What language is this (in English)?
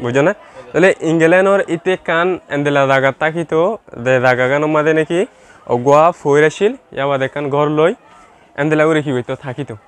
Rohingya